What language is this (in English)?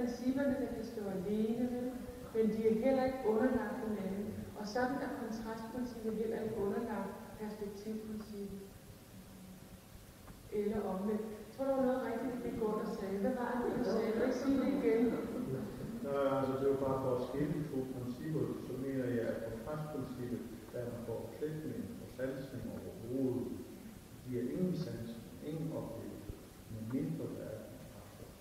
Danish